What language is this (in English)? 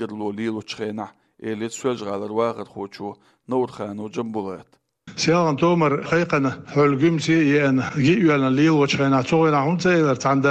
Chechen